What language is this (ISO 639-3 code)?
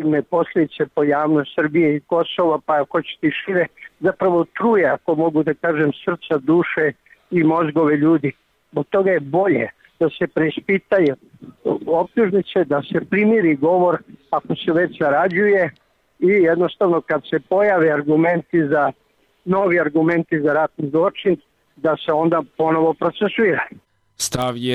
srp